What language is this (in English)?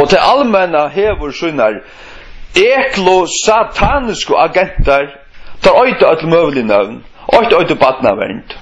Faroese